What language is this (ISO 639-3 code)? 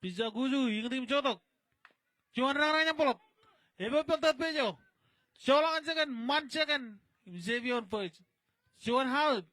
mah